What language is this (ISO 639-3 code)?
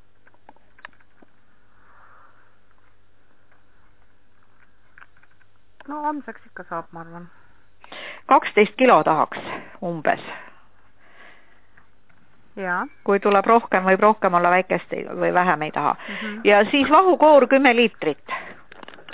est